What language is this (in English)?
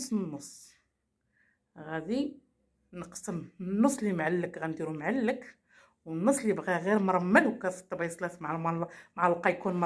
Moroccan Arabic